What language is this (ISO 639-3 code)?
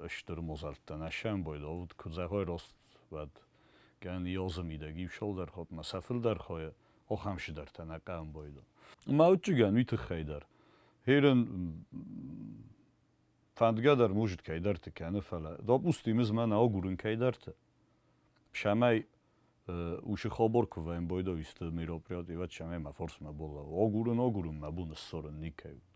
oss